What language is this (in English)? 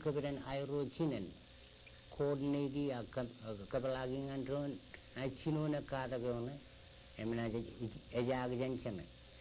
Marshallese